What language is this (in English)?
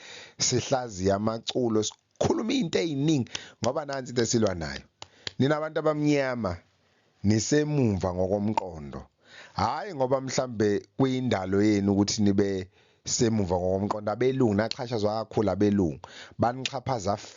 Zulu